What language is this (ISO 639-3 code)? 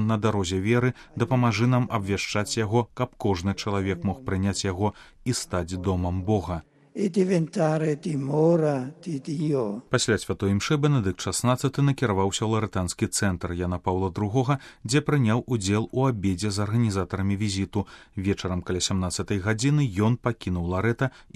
bel